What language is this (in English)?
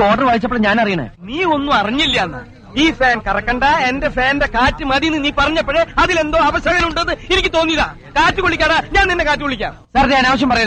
Malayalam